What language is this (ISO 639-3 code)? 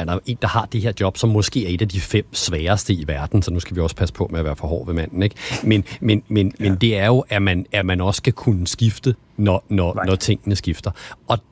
dan